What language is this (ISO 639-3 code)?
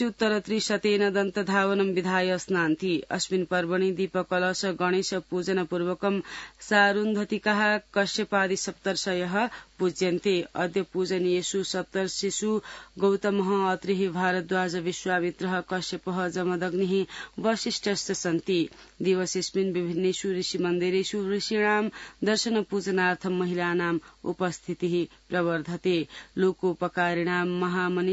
san